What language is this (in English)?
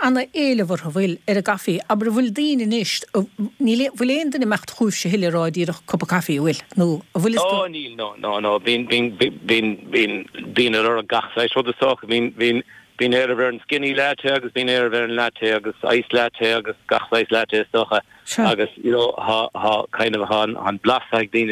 Irish